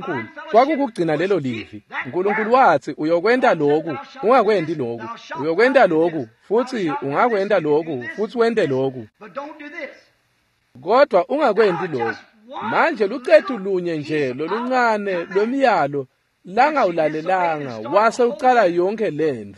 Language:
Swati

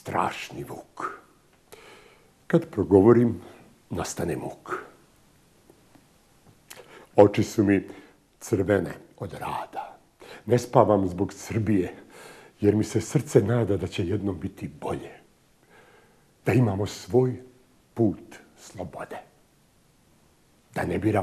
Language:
Bosnian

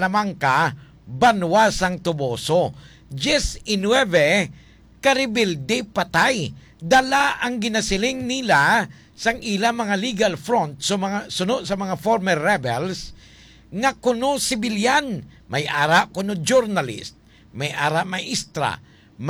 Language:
Hiligaynon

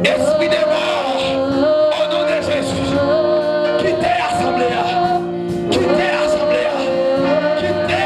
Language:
Haitian Creole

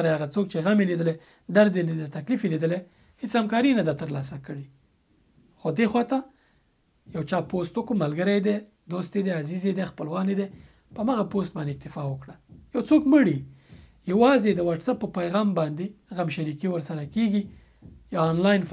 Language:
Pashto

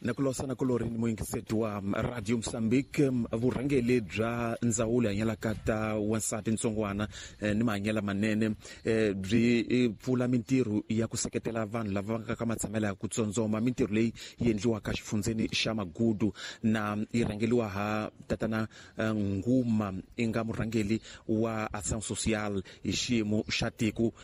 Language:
Tsonga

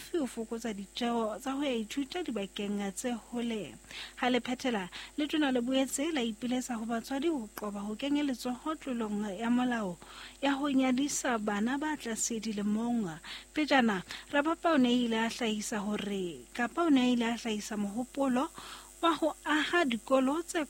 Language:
Southern Sotho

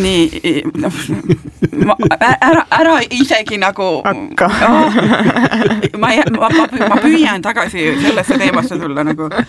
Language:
Estonian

